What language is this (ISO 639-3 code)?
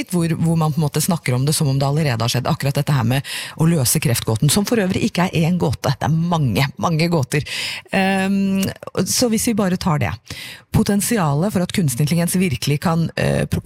nor